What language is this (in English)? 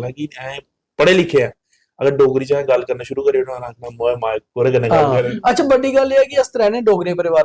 Dogri